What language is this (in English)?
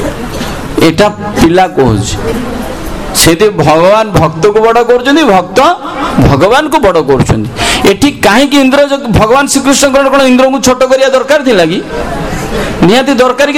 Odia